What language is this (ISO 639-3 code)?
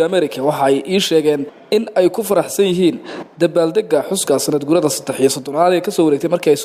som